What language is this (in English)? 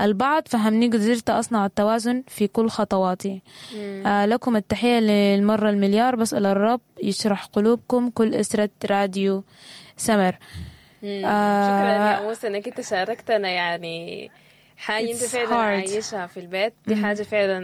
Sudanese Arabic